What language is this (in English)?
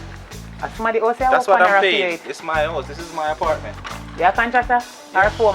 Jamaican Creole English